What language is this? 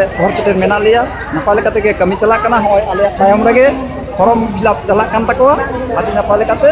Santali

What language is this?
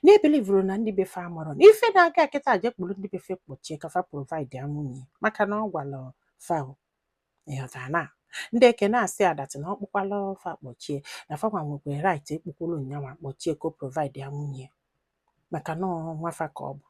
Igbo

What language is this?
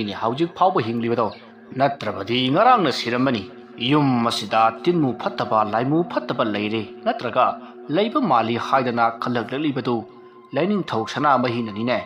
Manipuri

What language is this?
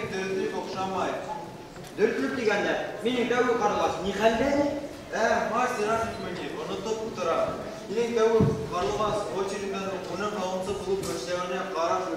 Bashkir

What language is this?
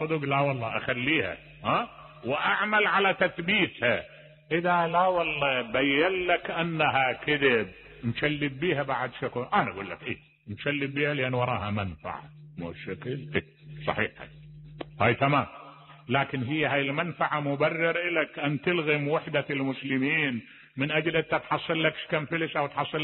Mesopotamian Arabic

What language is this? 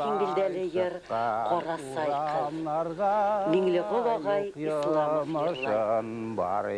Bashkir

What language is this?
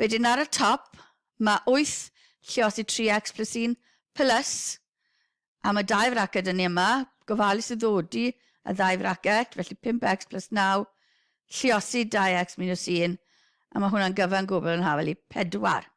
Welsh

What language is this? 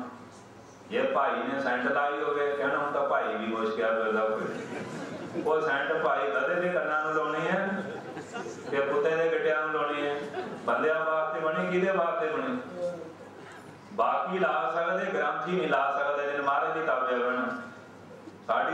Punjabi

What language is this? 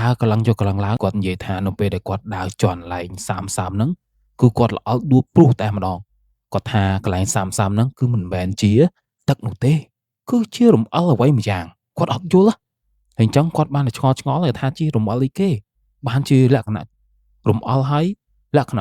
Khmer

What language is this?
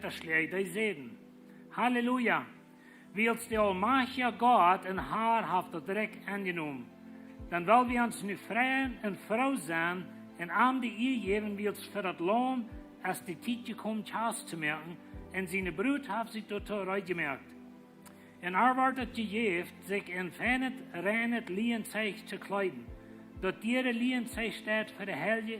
Plautdietsch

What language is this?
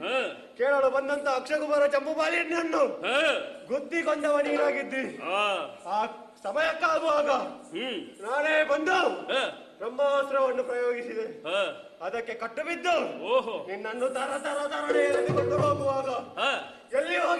Kannada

